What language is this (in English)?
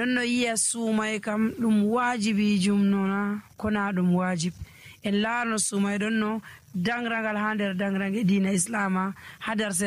Nigerian Fulfulde